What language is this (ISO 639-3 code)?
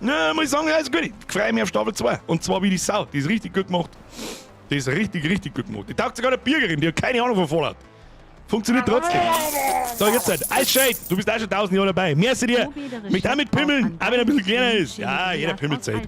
bar